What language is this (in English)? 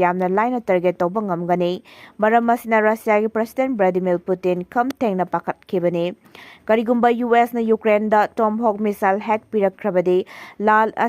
Manipuri